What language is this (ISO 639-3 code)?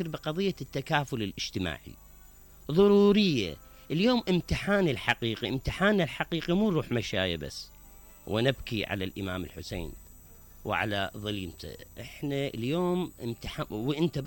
acm